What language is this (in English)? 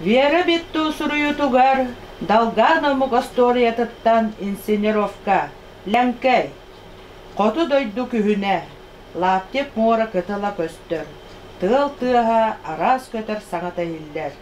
Yakut